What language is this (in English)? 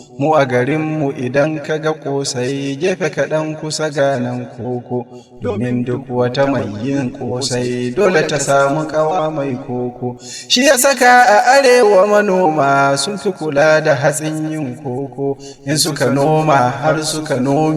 Hausa